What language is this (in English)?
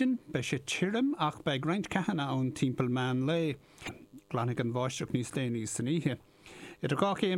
Irish